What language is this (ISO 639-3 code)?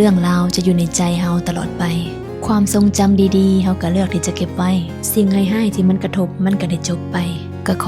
lao